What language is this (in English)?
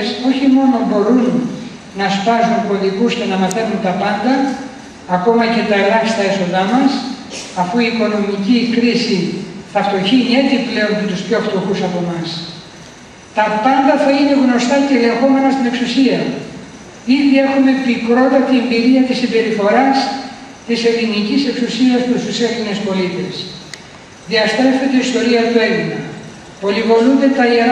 Greek